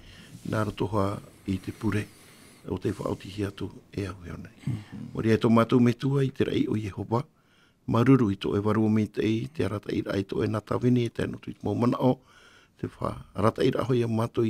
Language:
Tahitian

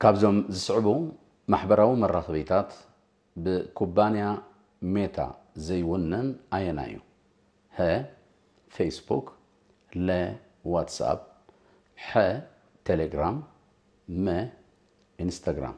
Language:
Tigrinya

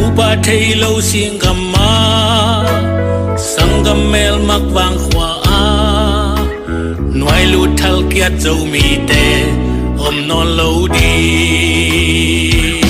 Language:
Tedim Chin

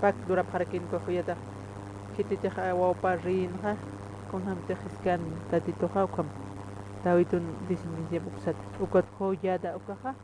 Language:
Aymara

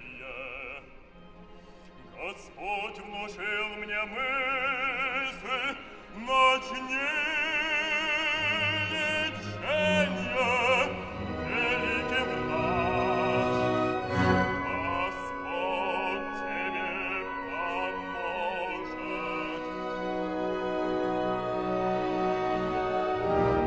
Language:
Russian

